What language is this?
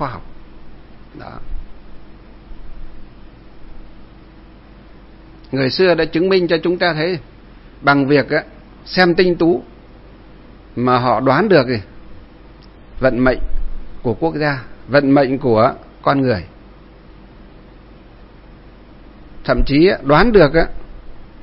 Vietnamese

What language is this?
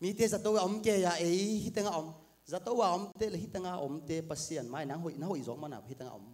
Tedim Chin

